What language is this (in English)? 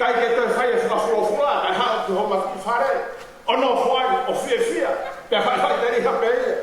Tongan